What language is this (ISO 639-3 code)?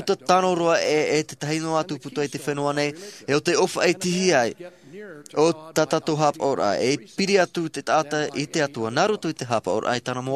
tah